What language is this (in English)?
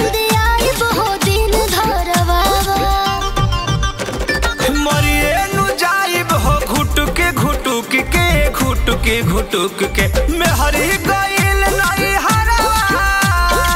Bhojpuri